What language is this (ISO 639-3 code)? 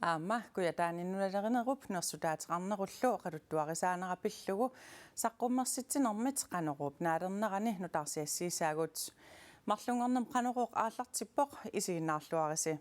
kal